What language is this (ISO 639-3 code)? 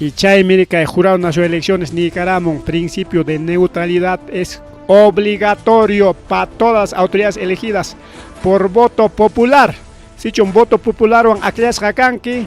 quy